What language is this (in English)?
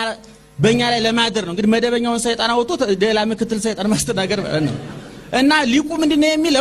Amharic